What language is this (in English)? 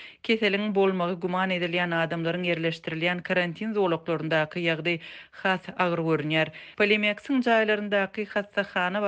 Turkmen